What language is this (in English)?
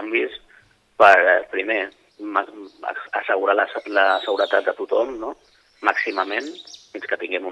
Catalan